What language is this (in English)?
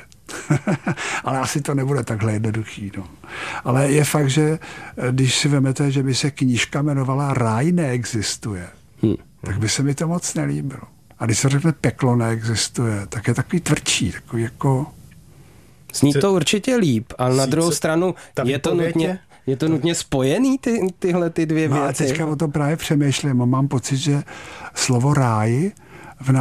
Czech